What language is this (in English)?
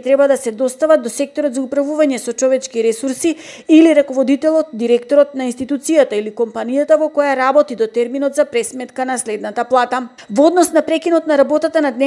Macedonian